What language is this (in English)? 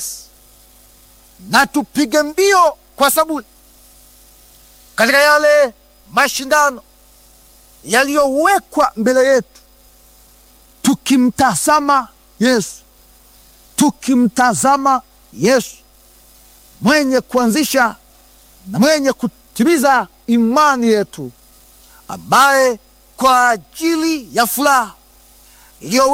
Swahili